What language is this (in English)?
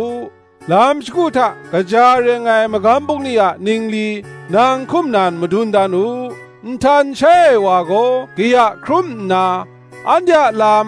Kachin